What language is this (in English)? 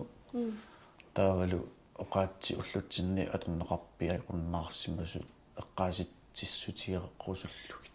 Kalaallisut